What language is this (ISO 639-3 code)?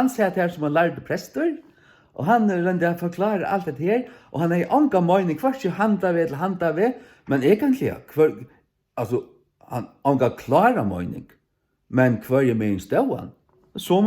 fao